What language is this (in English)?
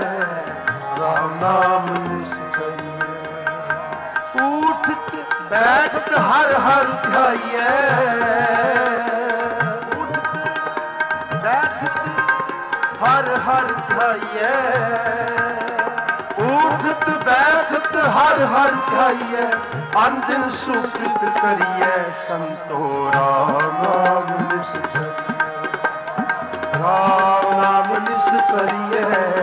Punjabi